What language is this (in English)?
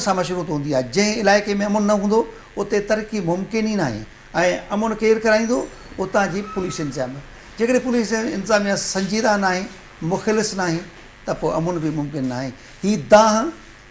Sindhi